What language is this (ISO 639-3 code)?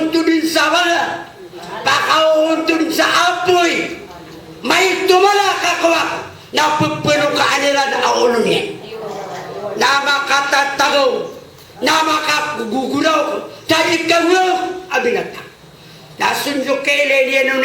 mrw